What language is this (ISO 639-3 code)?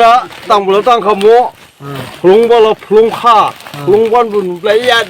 dis